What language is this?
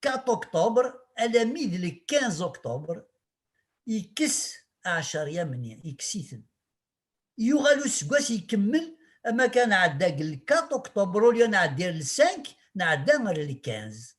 Kabyle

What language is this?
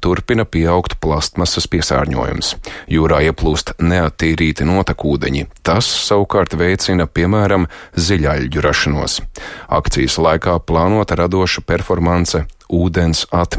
Latvian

